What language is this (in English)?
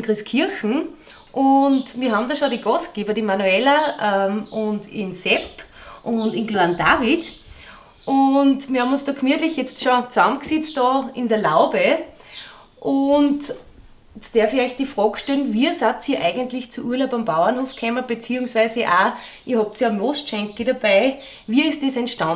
Bavarian